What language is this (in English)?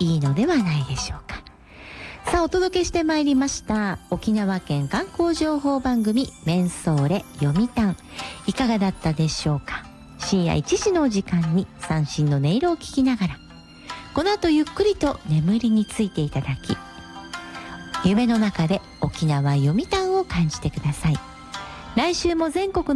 Japanese